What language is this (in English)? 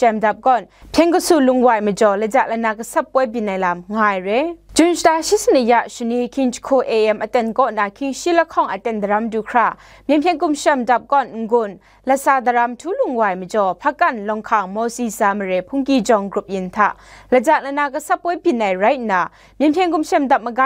Kachin